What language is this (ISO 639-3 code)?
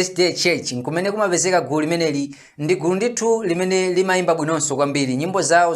nya